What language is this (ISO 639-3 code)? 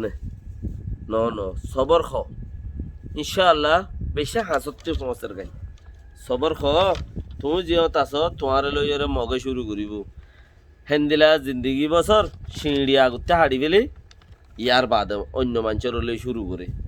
rhg